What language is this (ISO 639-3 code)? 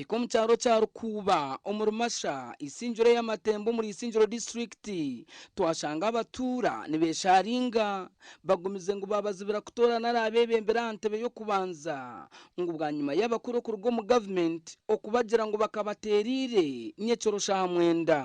nyn